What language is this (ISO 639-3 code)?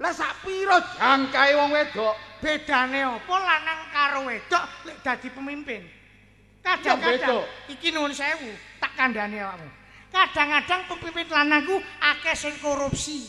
jav